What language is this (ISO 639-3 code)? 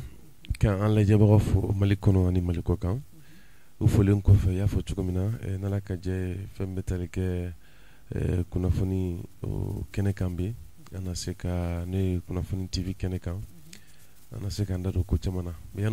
bam